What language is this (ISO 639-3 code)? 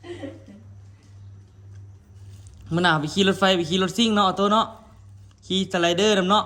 lao